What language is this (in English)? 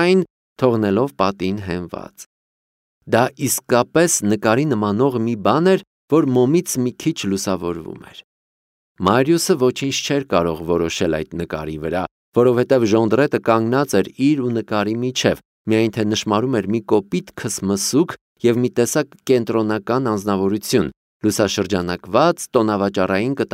Armenian